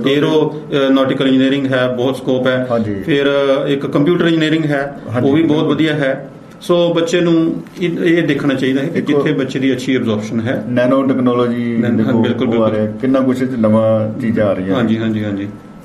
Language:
Punjabi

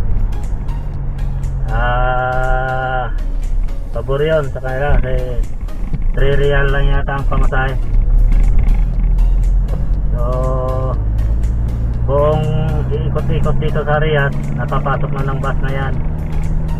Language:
Filipino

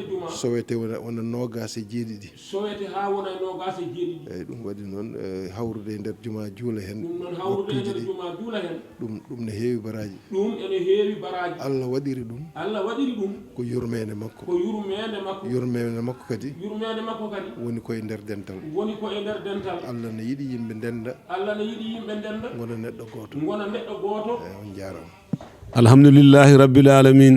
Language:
Fula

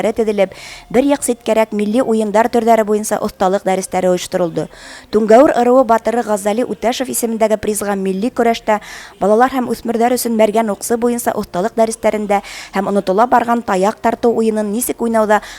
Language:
Bashkir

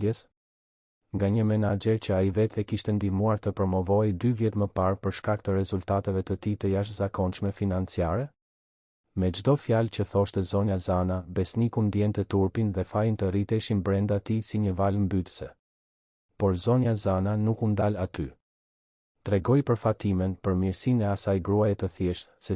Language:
Albanian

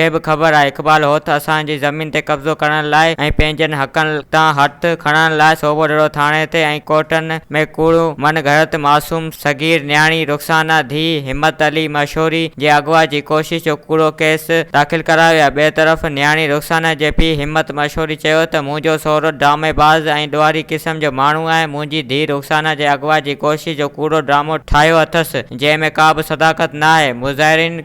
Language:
Sindhi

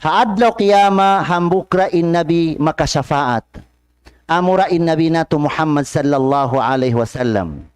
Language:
Tausug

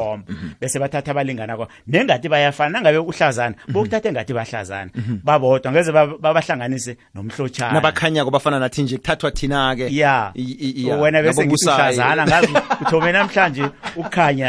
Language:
South Ndebele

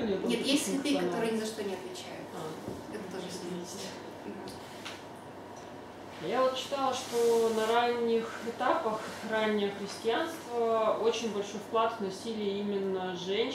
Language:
Russian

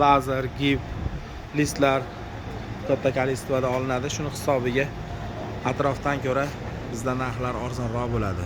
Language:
Uzbek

